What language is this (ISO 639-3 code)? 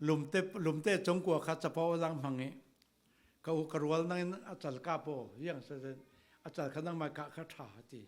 cfm